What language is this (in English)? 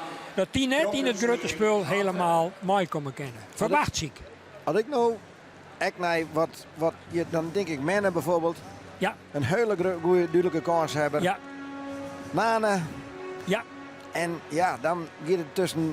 Western Frisian